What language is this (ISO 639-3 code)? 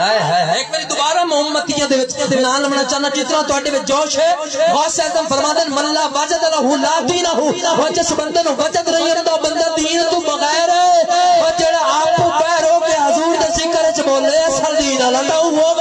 skr